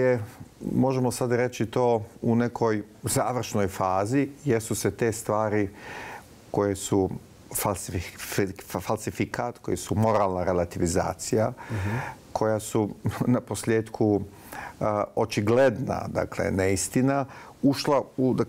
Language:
Bosnian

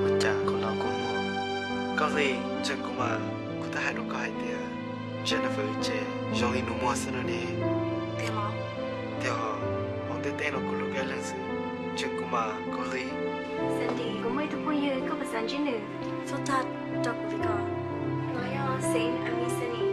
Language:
Hmong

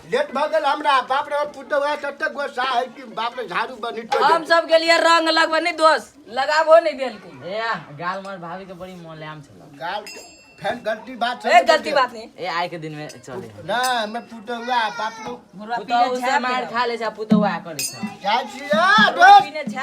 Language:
Maithili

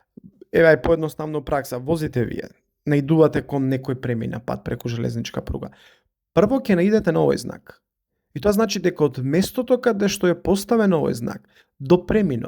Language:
Macedonian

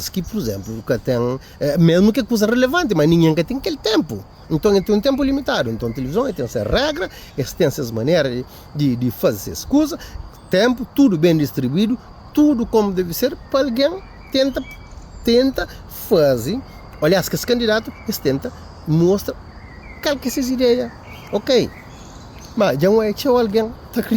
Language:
Kabuverdianu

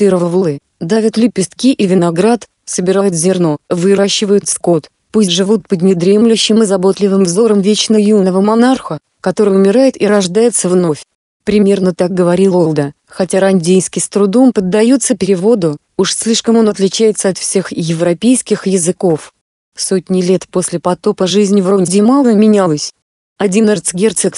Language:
Russian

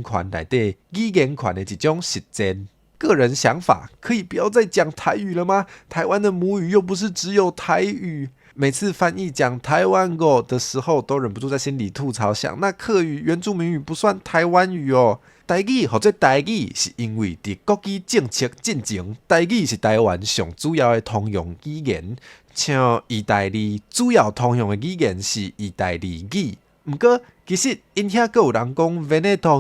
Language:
Min Nan Chinese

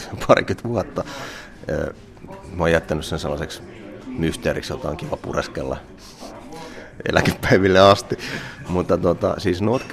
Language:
Finnish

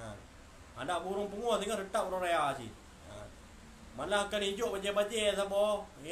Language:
Achinese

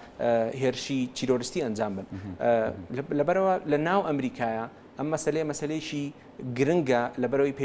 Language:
Central Kurdish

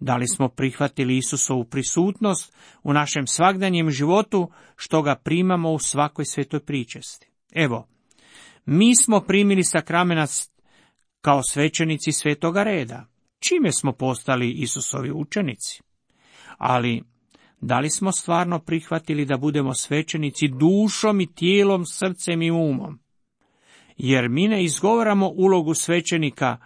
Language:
Croatian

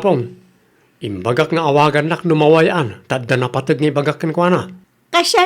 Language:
Iloko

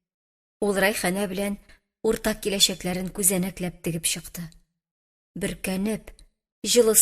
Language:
Tatar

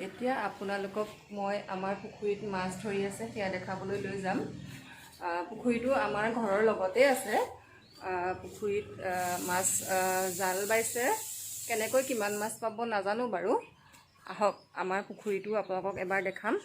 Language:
Assamese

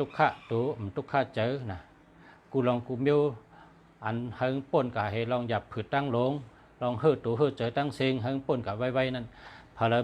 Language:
Shan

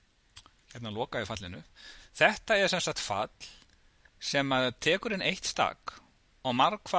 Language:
Icelandic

